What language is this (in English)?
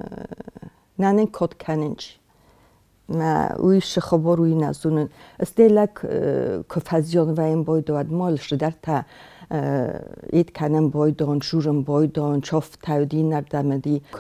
Ossetic